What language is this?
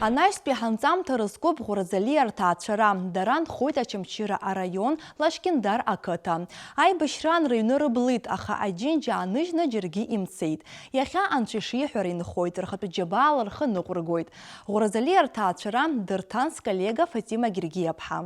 Abkhazian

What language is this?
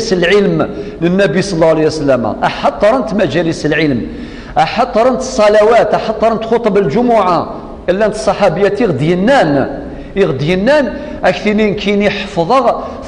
Kabyle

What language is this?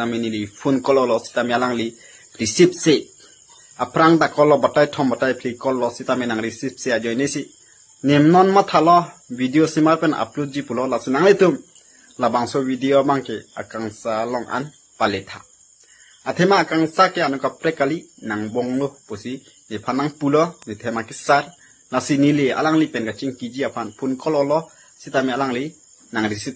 Karbi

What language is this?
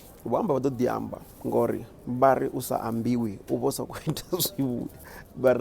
Venda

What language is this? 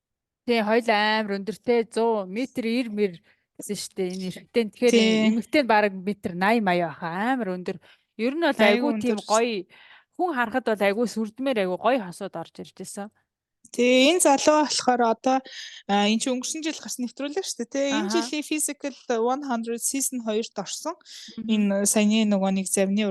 Mongolian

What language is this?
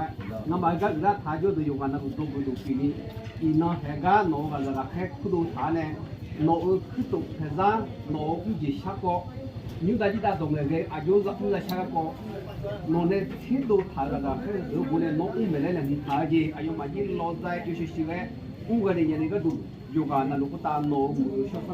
Akha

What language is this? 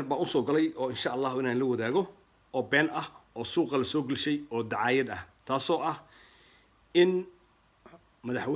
Somali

